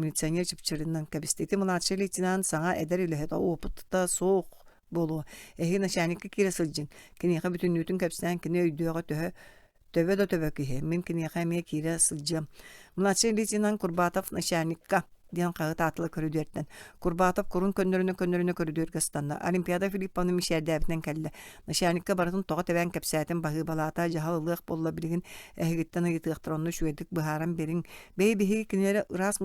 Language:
Yakut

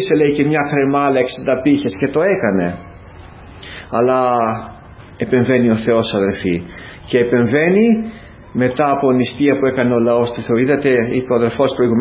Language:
Greek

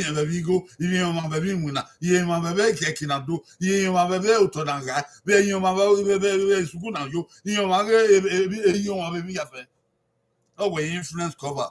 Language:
Bini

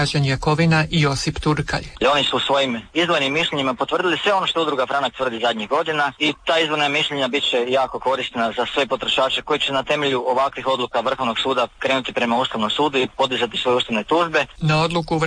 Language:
Croatian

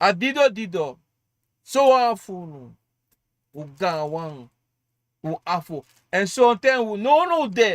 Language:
Sranan Tongo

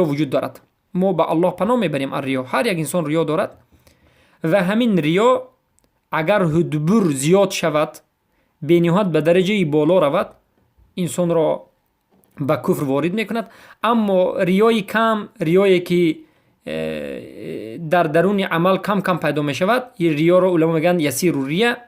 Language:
Persian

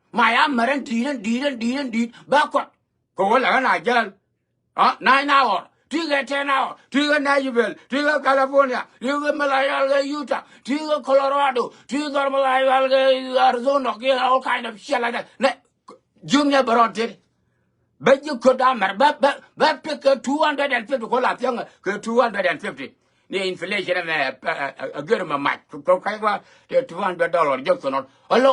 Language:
Nuer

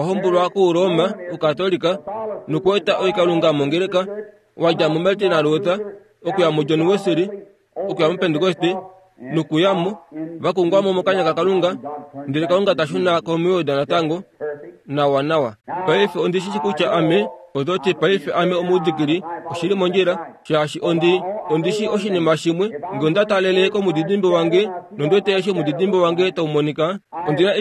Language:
Kuanyama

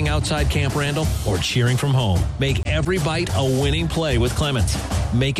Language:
English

